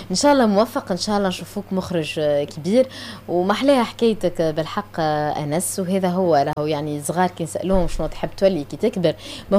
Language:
Tunisian Arabic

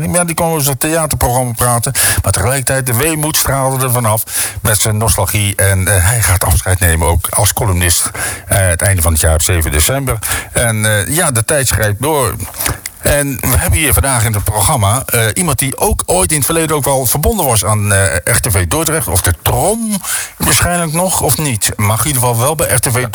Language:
Dutch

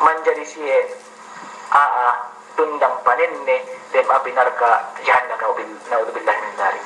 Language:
Yakan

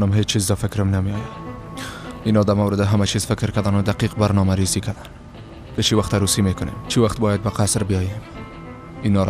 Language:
Persian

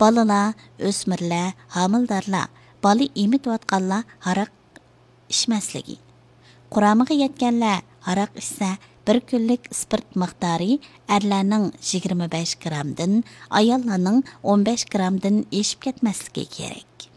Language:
Uyghur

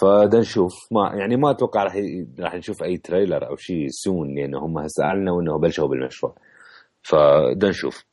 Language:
Mesopotamian Arabic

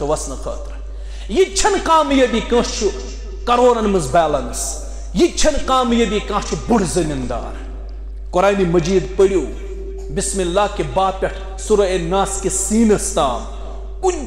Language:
Kashmiri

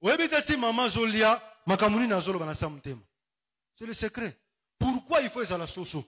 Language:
Lingala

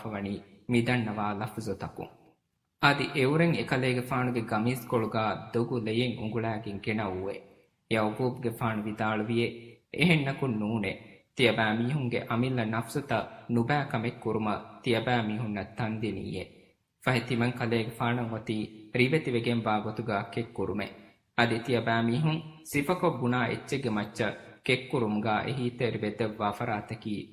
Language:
Divehi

